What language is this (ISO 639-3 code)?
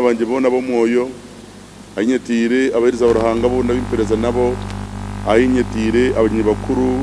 nyn